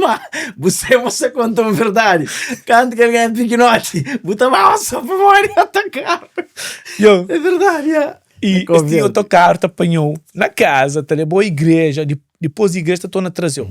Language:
Kabuverdianu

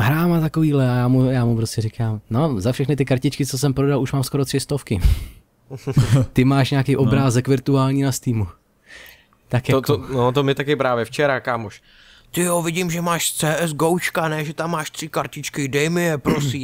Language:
Czech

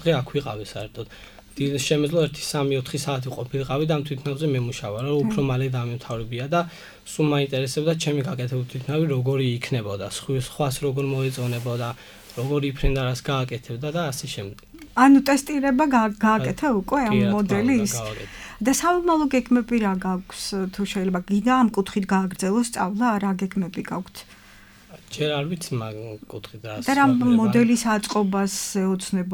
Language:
Georgian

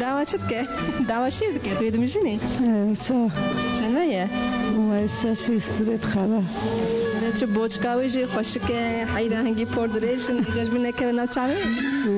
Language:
Kurdish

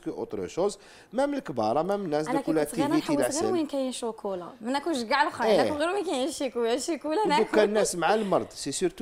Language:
Algerian Arabic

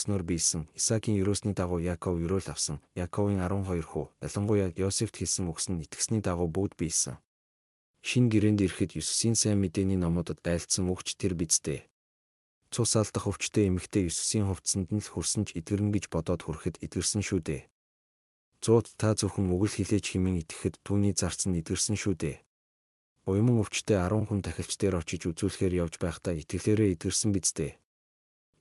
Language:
Mongolian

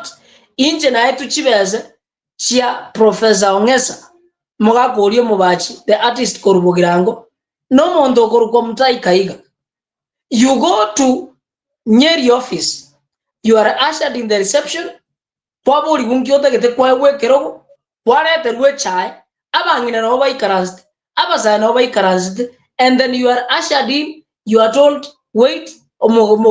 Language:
Gusii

